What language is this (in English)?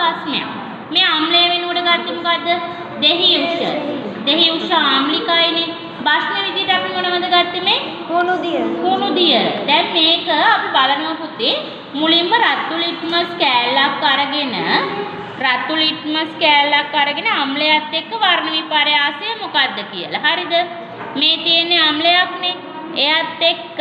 Sinhala